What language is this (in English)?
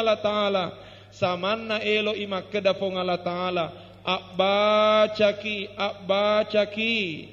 Buginese